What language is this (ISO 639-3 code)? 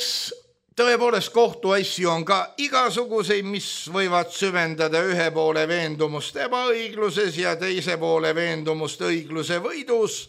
est